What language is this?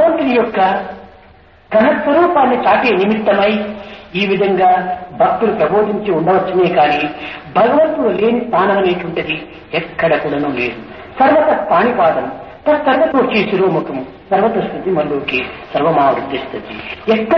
Telugu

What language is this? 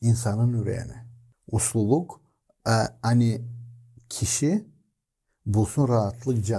Gagauz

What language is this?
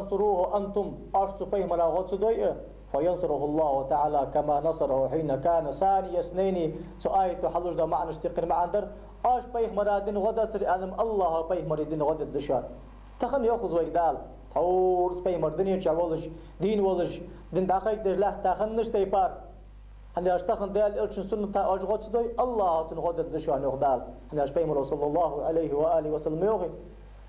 Ingush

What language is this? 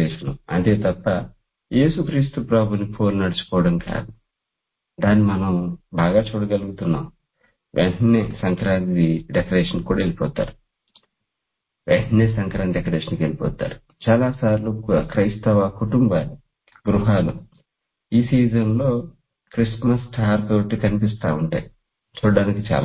Telugu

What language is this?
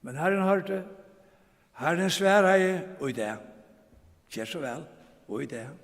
Faroese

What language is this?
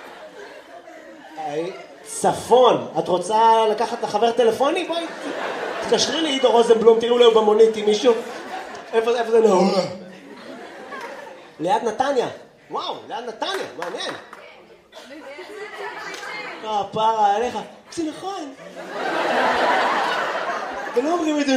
Hebrew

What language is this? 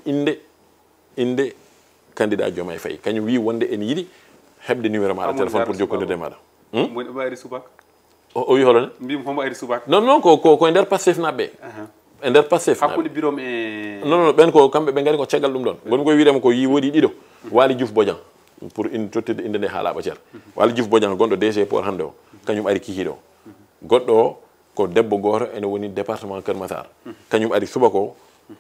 Fula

